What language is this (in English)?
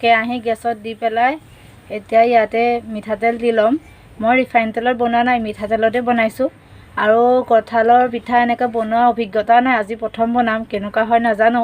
Assamese